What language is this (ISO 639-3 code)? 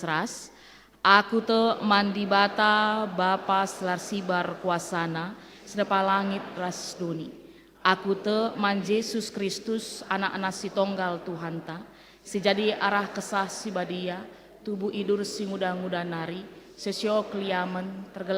btx